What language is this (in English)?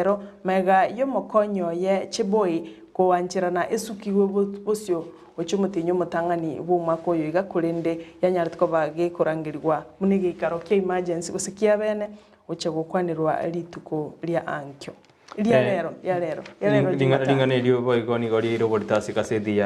Gusii